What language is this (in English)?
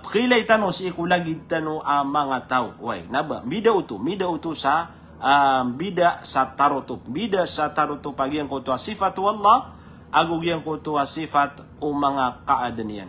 Maranao